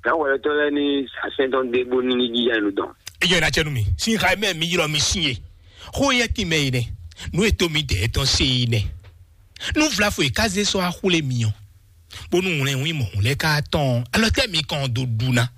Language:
Fon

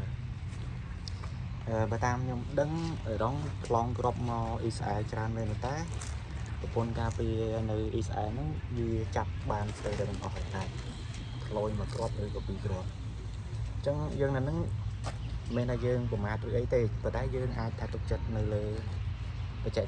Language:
Khmer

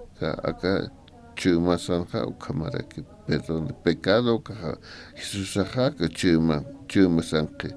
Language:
Aymara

